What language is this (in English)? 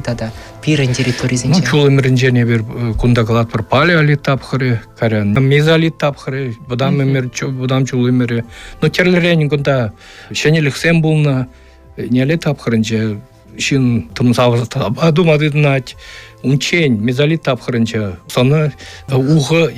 Chuvash